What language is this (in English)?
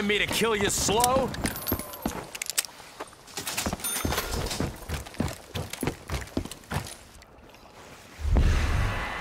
English